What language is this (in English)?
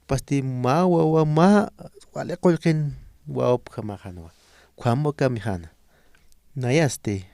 Aymara